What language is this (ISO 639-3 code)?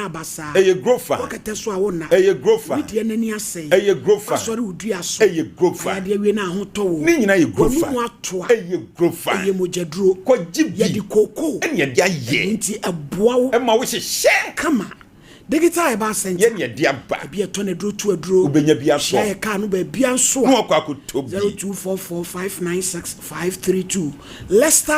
aka